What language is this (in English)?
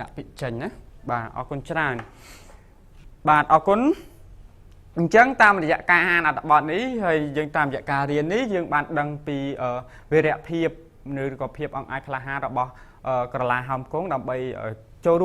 Khmer